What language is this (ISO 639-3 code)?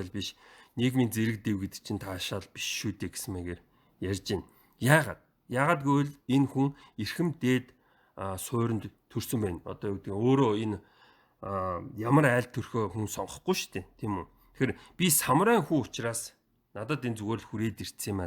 mon